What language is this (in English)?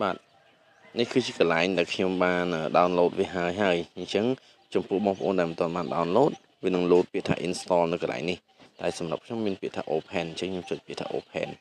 Khmer